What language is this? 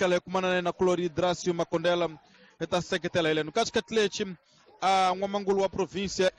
Tsonga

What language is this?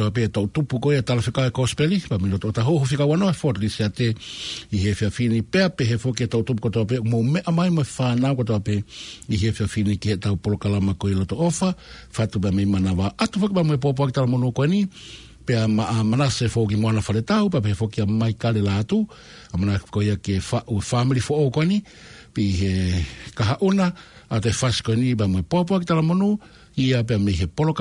Tongan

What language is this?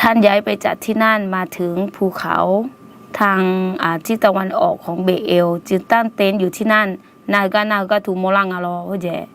Akha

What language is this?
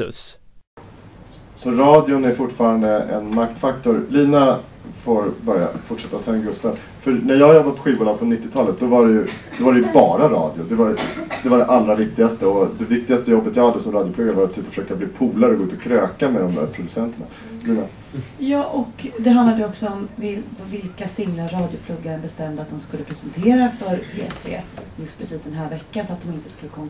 Swedish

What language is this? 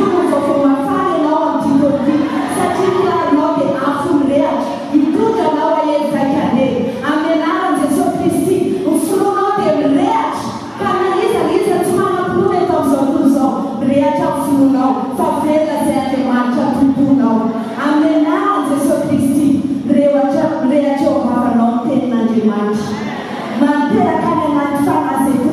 Malagasy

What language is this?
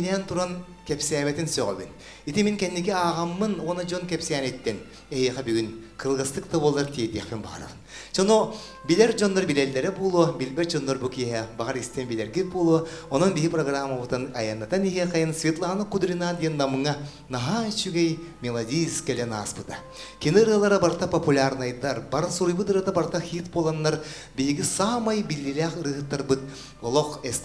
Yakut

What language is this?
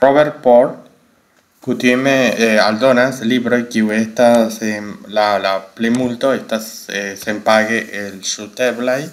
Esperanto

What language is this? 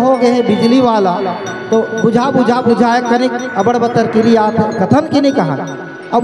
Chhattisgarhi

